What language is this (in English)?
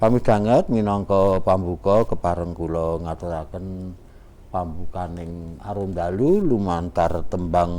Javanese